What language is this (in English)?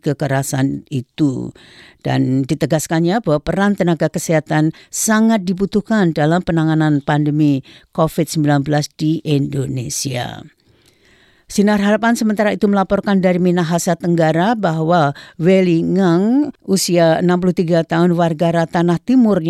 Indonesian